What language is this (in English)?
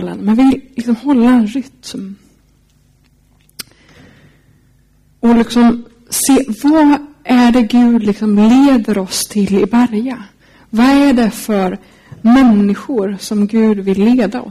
Swedish